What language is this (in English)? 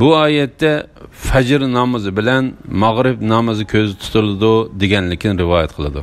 Uyghur